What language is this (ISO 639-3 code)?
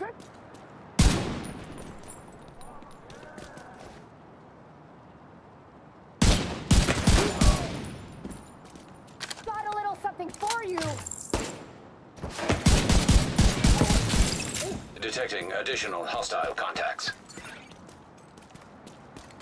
eng